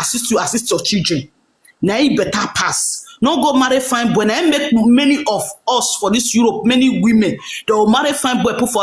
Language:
Nigerian Pidgin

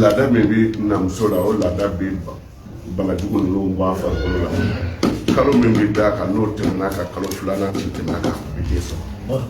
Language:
Bambara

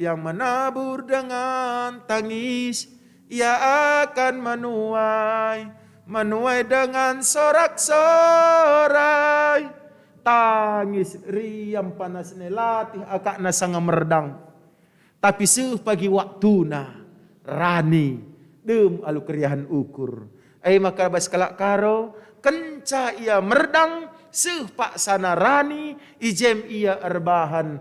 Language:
Batak Karo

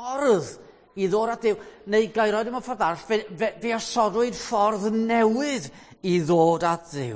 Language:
Welsh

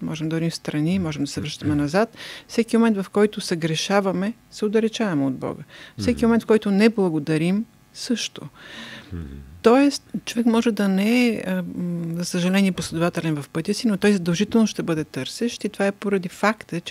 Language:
Bulgarian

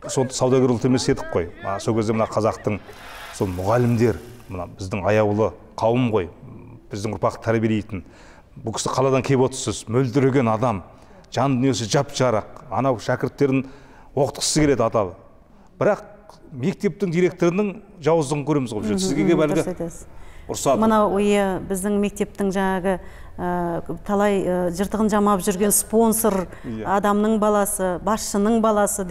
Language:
Kazakh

